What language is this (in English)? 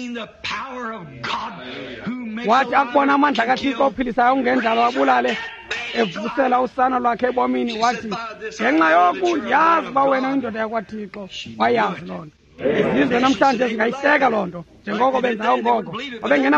Xhosa